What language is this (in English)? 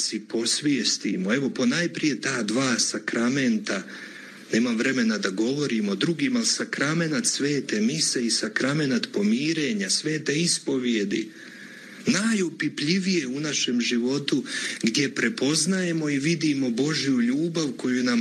Croatian